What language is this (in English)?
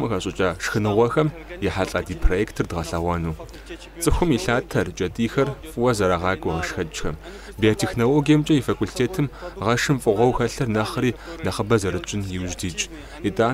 Kabardian